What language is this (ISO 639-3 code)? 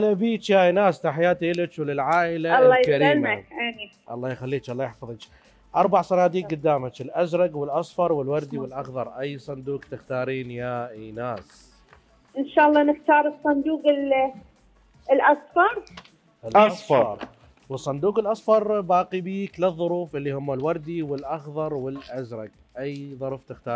acm